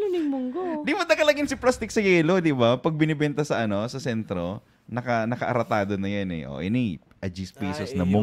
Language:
Bikol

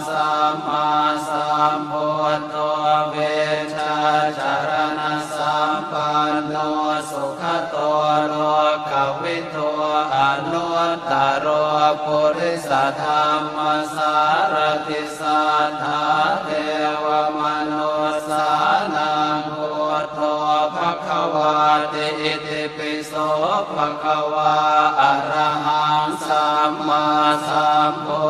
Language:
Pali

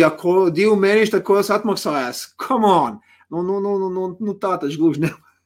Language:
Latvian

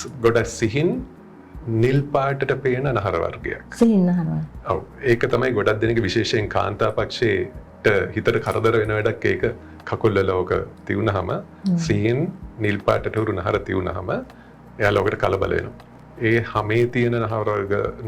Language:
Sinhala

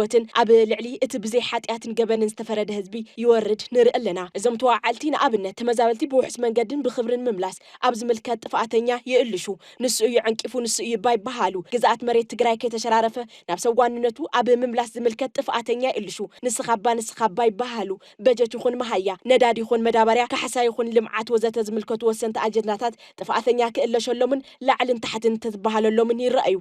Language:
Tigrinya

